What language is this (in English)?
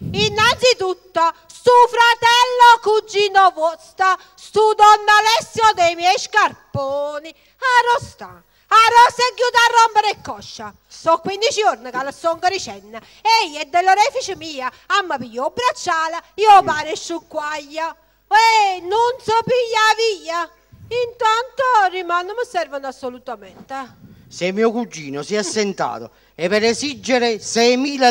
Neapolitan